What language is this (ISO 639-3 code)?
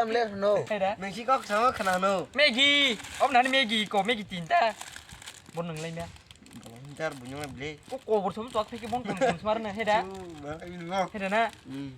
trp